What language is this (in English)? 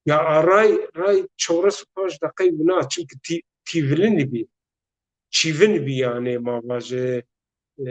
Zaza